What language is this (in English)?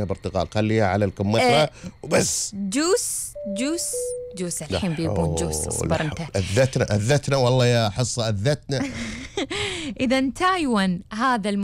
Gulf Arabic